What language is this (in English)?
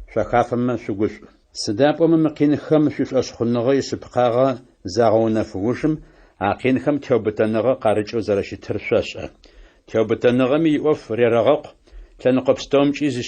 Adyghe